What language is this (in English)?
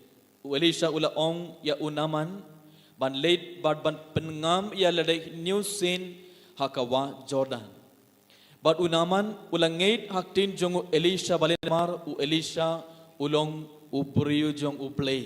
Khasi